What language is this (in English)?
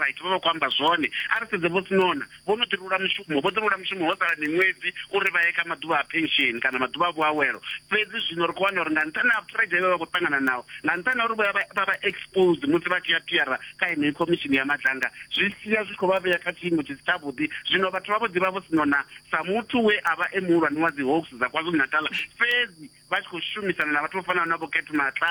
Venda